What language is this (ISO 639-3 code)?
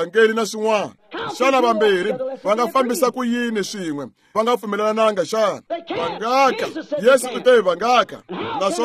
tso